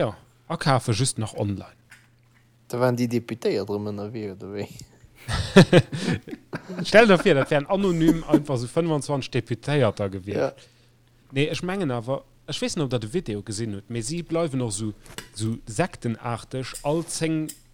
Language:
Luxembourgish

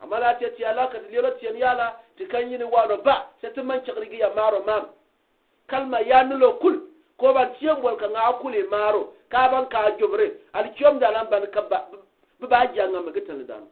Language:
Gourmanchéma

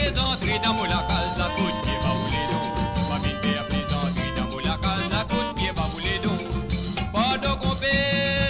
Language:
Morisyen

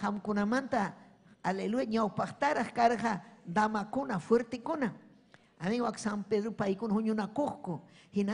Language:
Ayacucho Quechua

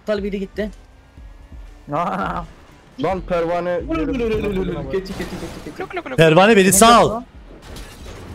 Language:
Turkish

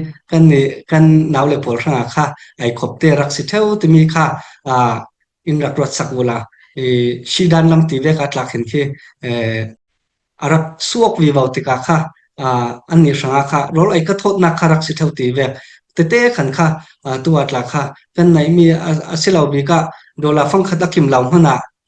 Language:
Falam Chin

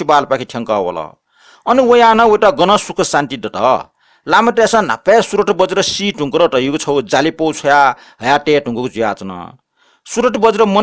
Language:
Newari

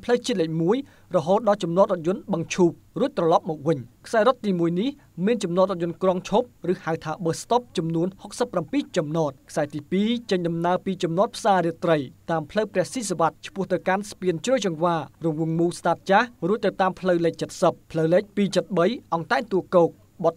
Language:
Khmer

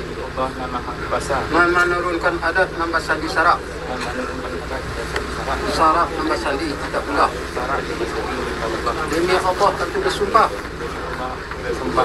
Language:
Minangkabau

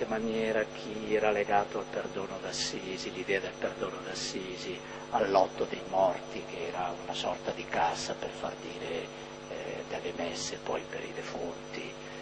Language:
Italian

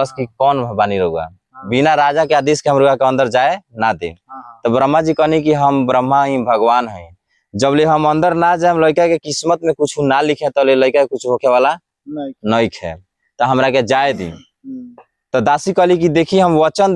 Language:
Bhojpuri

